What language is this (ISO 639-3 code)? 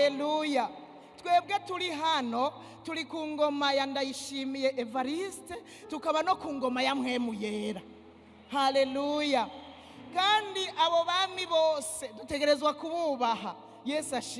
run